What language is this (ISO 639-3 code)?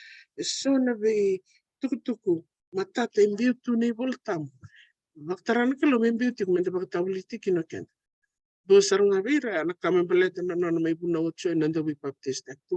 fij